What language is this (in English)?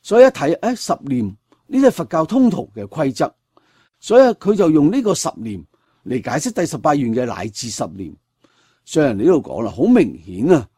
Cantonese